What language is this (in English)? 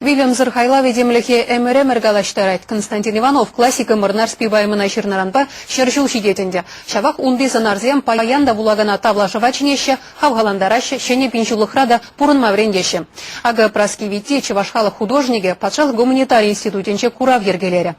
Chuvash